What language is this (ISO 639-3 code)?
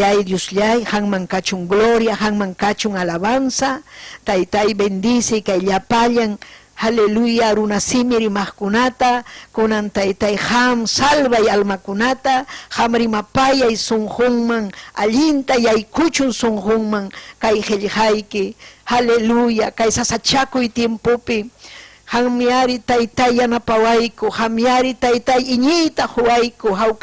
quy